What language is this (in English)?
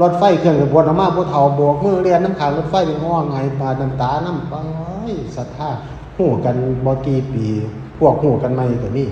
Northeastern Thai